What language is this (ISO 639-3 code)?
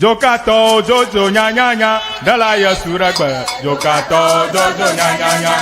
ewe